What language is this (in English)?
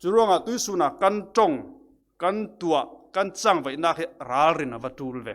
Falam Chin